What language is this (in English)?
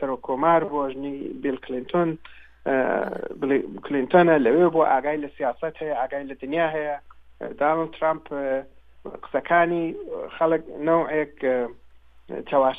Central Kurdish